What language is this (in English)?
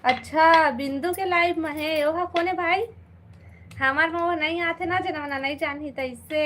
Chhattisgarhi